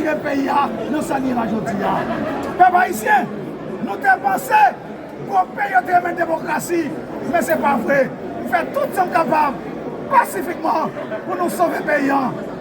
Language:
Haitian Creole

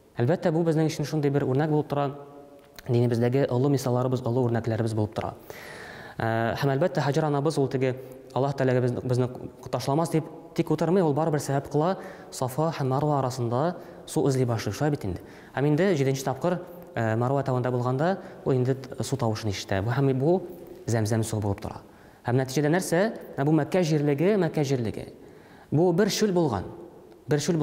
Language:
Tatar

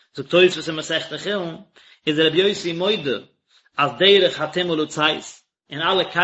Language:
Yiddish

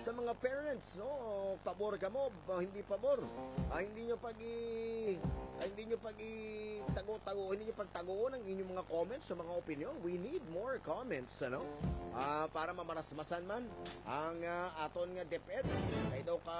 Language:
Hiligaynon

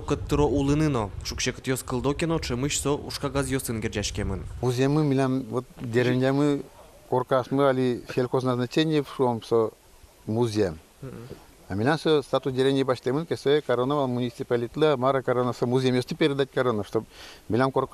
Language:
Udmurt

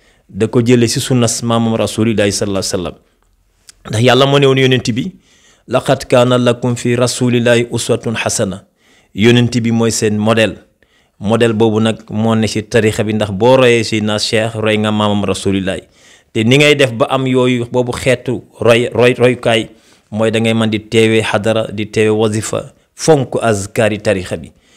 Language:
Wolof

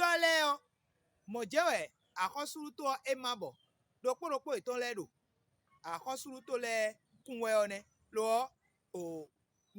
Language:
Fon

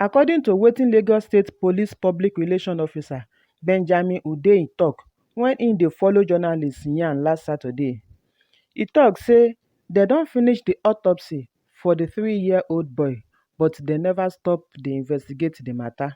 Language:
Nigerian Pidgin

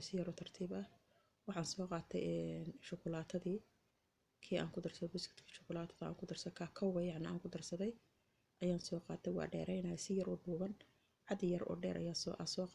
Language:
Somali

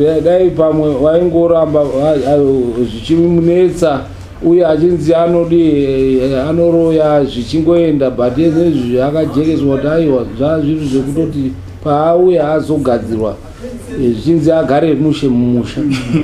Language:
Shona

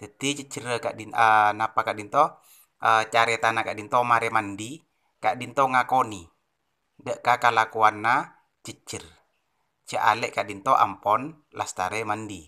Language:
Madurese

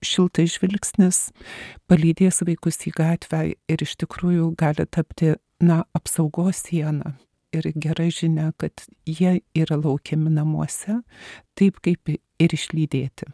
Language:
Lithuanian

